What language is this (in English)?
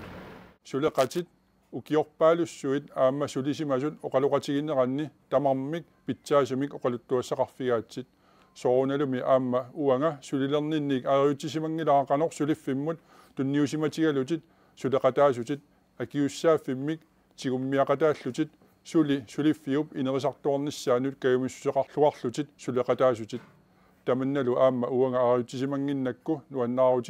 Kalaallisut